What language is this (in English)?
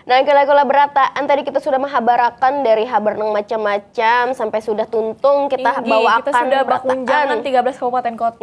Banjar